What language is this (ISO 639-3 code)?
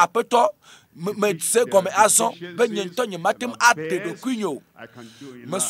ewe